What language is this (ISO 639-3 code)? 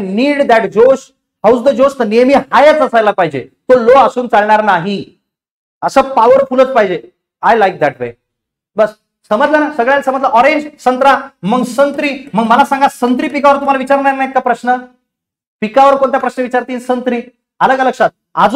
mar